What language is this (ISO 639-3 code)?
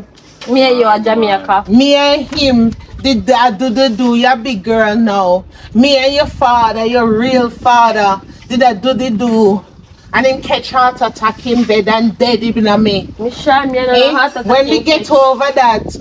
jam